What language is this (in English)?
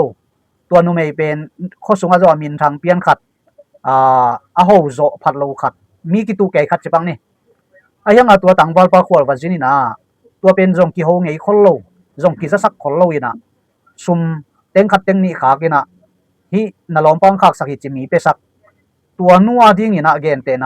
Tedim Chin